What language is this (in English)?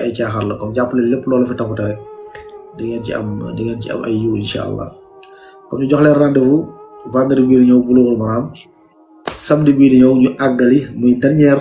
Wolof